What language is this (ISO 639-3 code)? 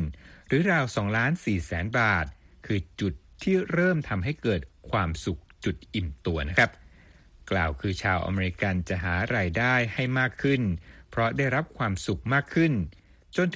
tha